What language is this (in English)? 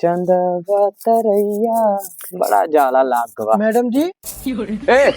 Awadhi